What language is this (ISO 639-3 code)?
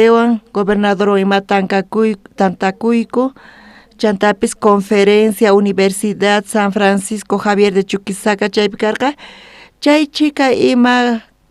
quh